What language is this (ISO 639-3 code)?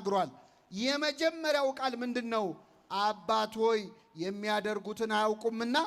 amh